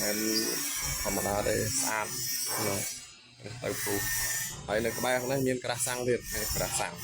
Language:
Khmer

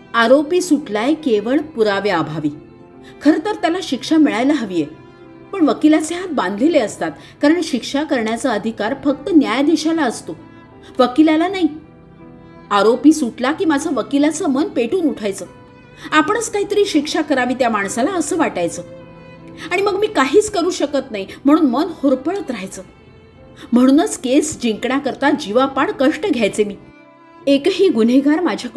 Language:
Marathi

